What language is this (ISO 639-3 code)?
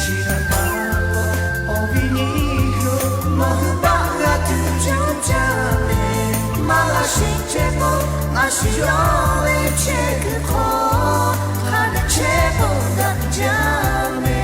lhu